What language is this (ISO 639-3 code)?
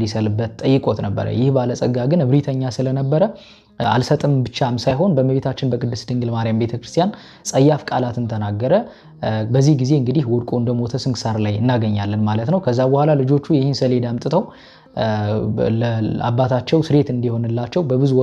amh